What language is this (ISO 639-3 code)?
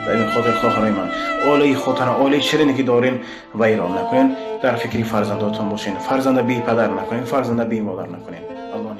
tgk